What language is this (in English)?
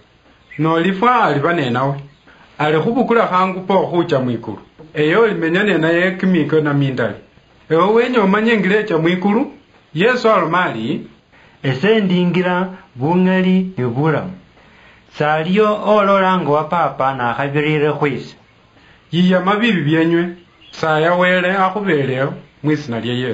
Luyia